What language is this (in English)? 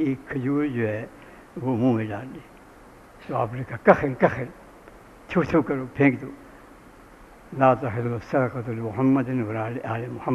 Urdu